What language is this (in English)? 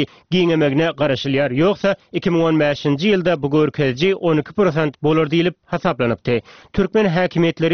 Turkmen